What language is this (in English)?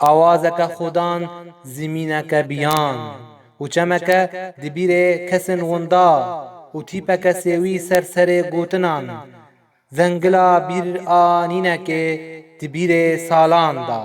Kurdish